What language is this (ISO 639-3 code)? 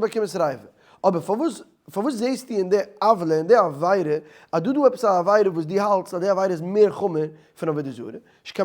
yid